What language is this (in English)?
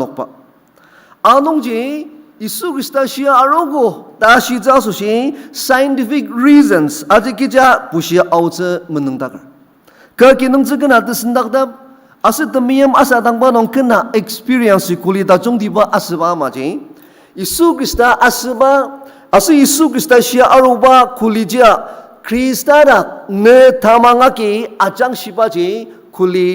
Ao Naga